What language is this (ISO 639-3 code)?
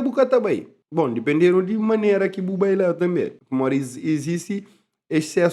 kea